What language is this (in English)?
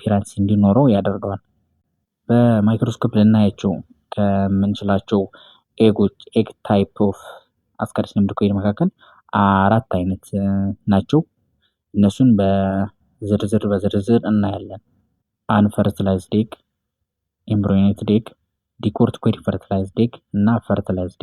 Amharic